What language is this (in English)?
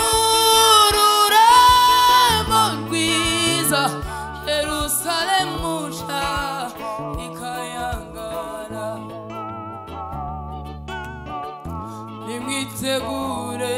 Kinyarwanda